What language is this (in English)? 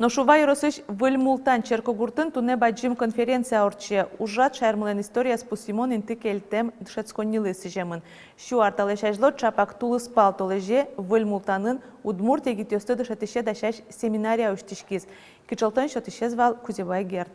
Udmurt